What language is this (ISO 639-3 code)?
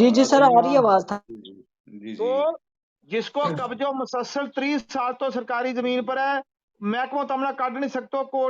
gju